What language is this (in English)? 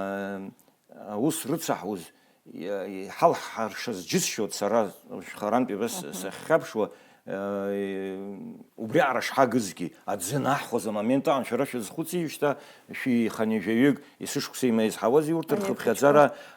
Abkhazian